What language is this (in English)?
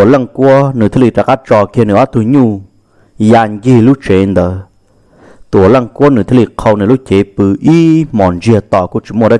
Hmong